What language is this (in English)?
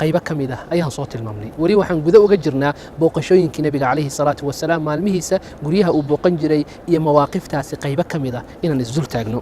Somali